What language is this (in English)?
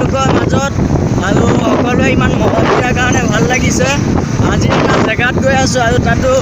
Assamese